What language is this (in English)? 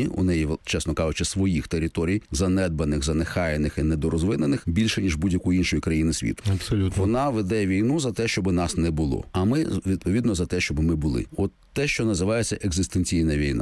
Ukrainian